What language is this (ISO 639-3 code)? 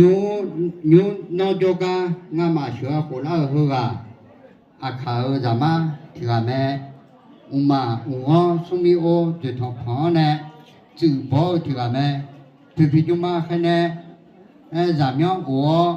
ahk